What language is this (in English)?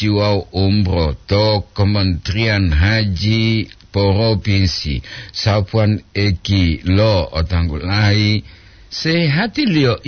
Gorontalo